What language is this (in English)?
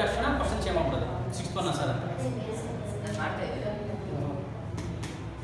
Kannada